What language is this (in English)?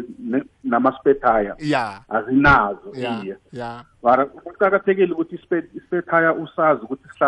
South Ndebele